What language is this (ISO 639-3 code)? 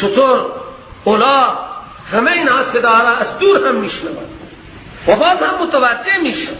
fas